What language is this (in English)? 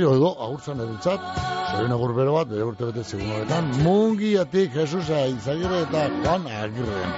Basque